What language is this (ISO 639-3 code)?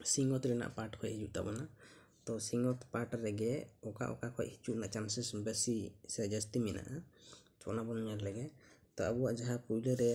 sat